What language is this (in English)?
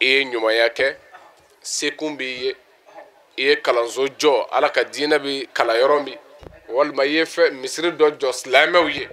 Bambara